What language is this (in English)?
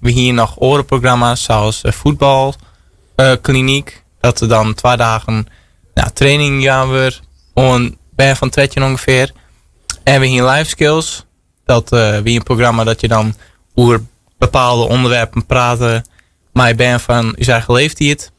Western Frisian